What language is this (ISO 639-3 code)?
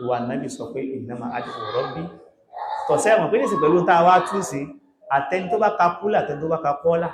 yor